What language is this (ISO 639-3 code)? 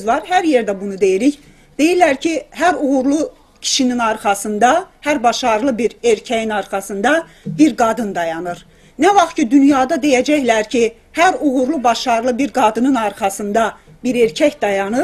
azb